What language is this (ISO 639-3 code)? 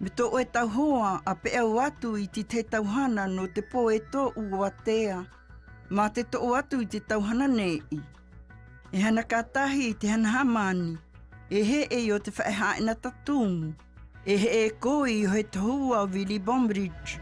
mqm